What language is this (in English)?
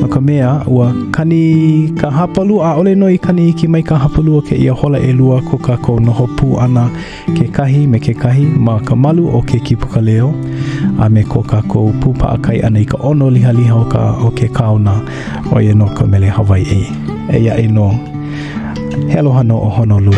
Hawaiian